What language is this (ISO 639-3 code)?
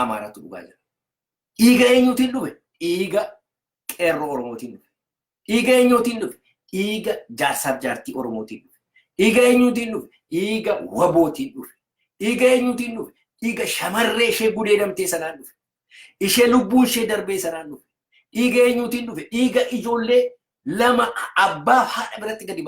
orm